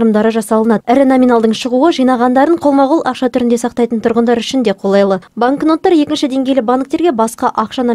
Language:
Kazakh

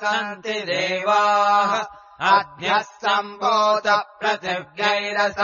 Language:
Sanskrit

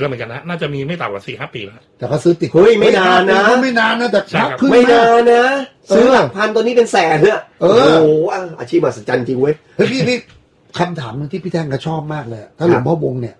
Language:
Thai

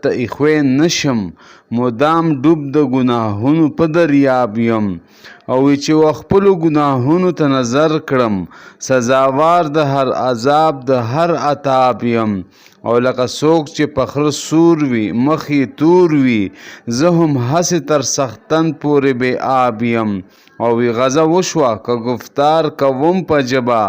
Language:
Pashto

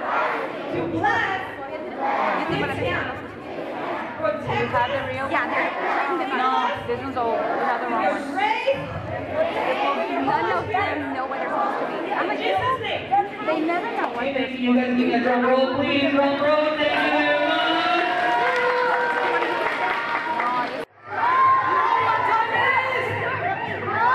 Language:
English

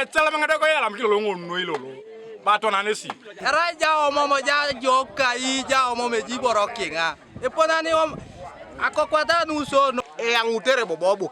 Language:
Teso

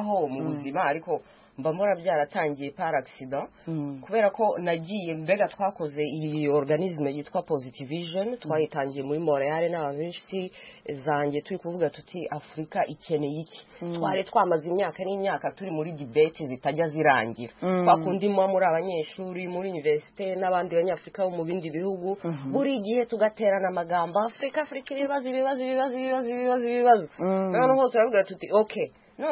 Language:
Kinyarwanda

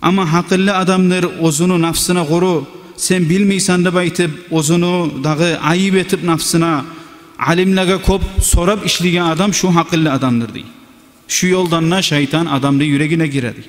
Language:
Kumyk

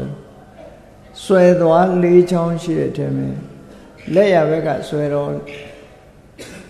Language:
Burmese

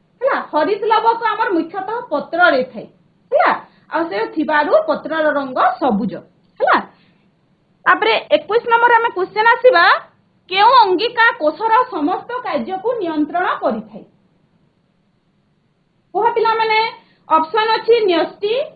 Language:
Odia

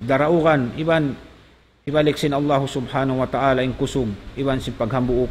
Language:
Tausug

